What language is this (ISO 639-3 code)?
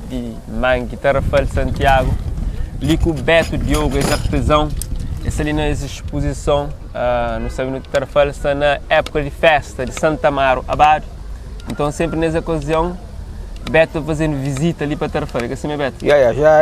kea